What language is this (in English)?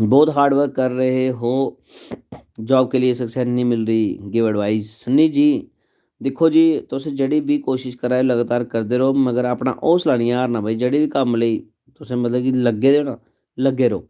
Dogri